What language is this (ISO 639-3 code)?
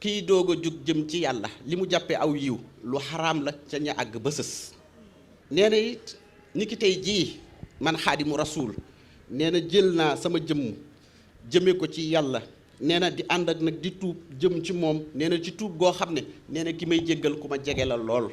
wol